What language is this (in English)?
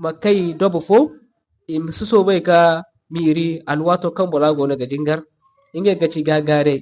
Zarma